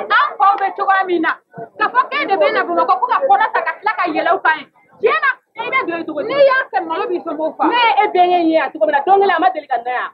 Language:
Bambara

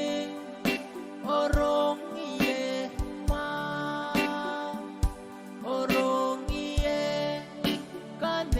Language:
Pohnpeian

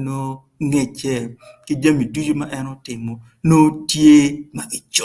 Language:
Acoli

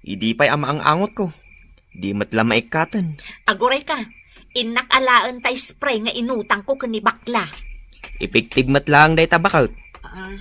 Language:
Iloko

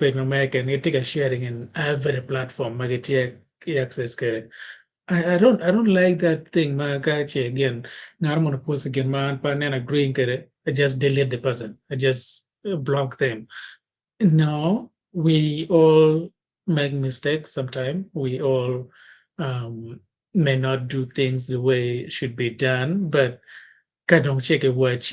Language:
Acoli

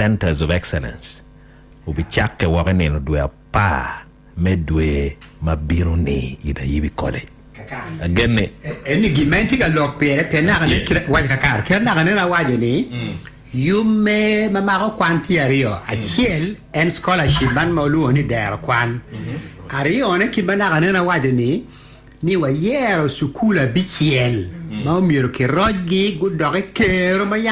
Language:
Acoli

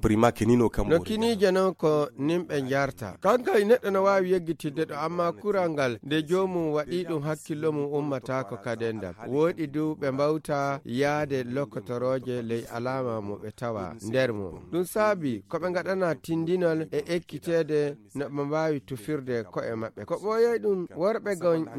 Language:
Fula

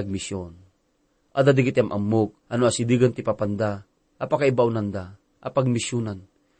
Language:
Iloko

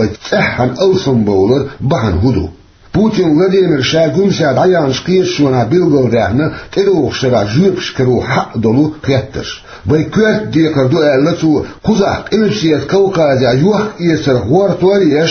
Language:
Chechen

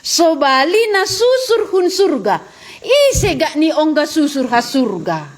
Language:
Batak Simalungun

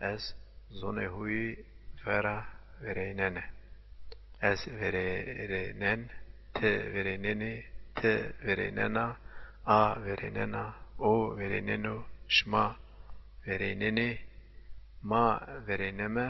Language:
Zaza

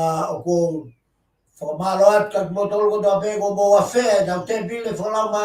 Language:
Tongan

